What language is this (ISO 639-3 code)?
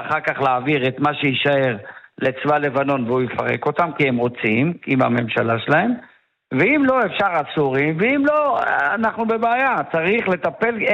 heb